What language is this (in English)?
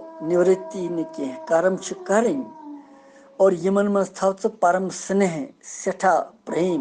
Kashmiri